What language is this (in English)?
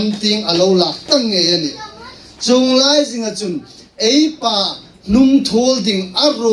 Hmar